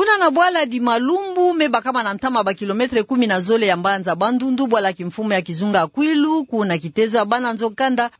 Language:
Kituba (Democratic Republic of Congo)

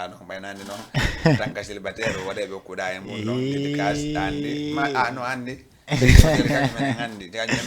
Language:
Fula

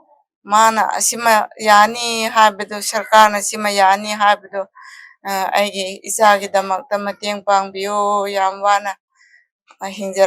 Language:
Manipuri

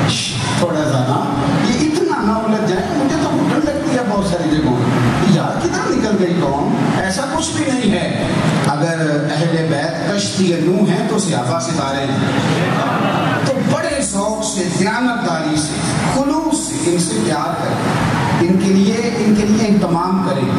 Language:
Urdu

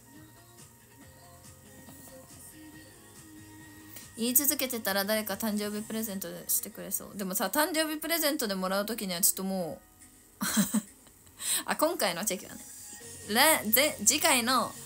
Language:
Japanese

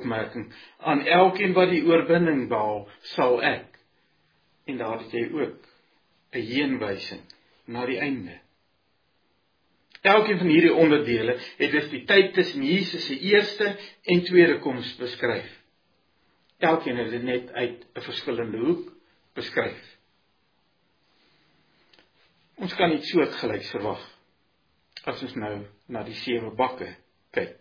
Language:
Afrikaans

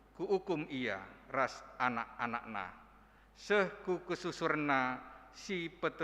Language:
Batak Karo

